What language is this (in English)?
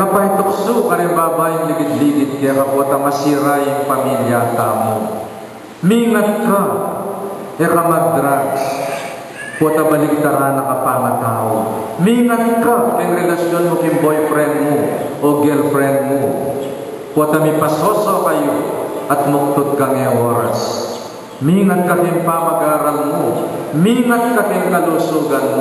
Pampanga